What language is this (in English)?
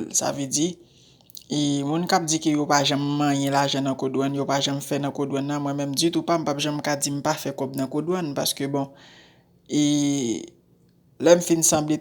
Haitian Creole